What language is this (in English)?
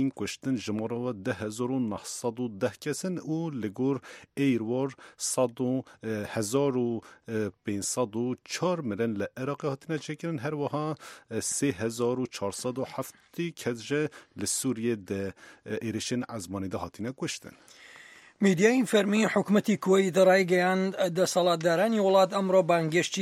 Central Kurdish